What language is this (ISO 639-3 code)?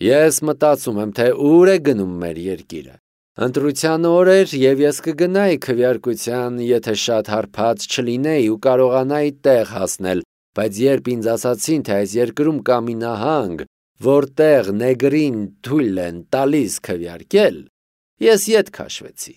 hye